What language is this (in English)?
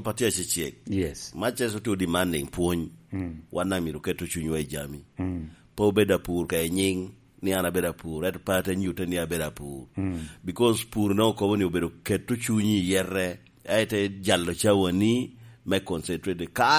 Lango (Uganda)